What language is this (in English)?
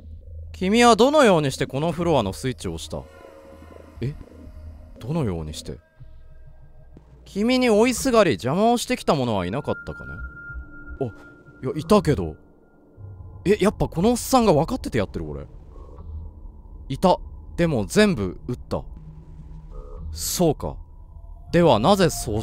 Japanese